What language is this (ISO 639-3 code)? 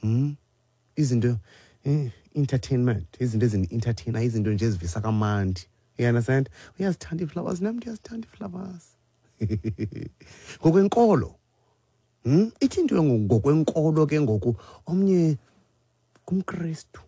xho